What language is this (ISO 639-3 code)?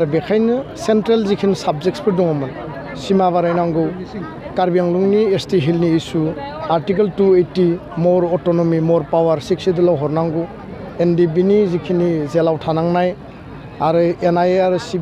brx